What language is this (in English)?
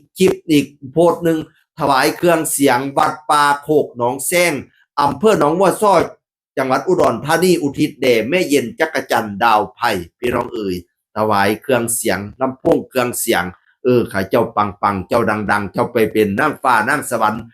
Northeastern Thai